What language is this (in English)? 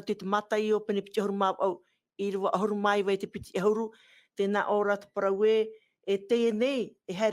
Tahitian